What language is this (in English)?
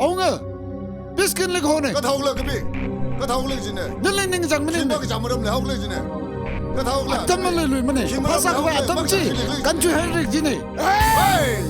Tangkhul Naga (India)